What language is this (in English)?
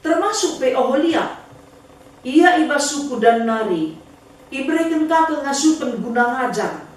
Batak Karo